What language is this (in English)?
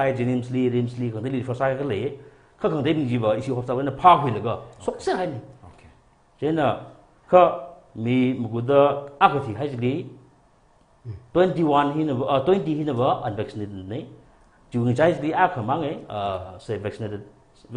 Tangkhul Naga (India)